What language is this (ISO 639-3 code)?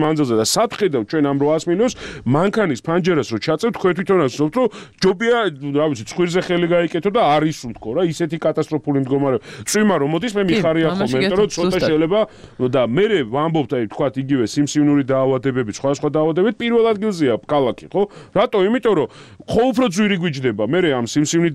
kat